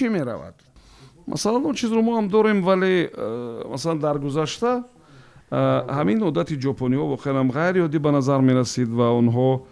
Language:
Tajik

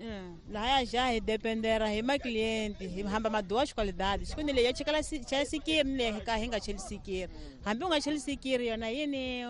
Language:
Tsonga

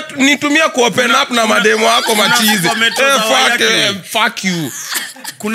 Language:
Swahili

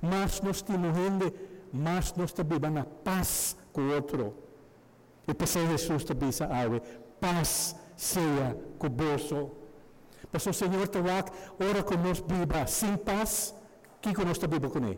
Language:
Papiamento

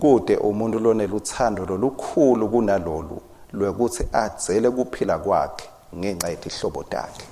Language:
Swati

